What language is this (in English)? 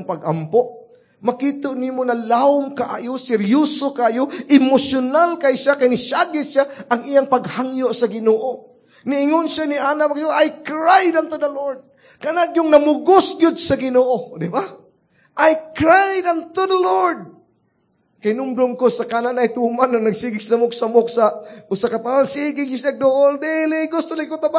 Cebuano